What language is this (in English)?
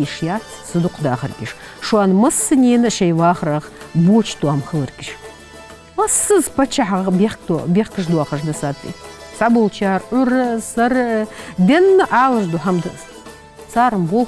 Ingush